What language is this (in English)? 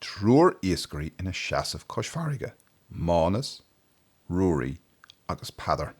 Irish